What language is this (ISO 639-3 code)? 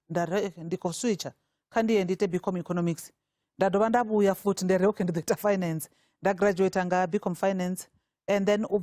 ven